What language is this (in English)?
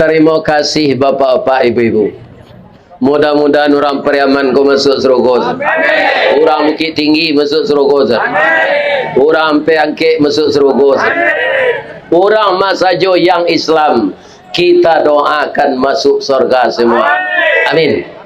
Minangkabau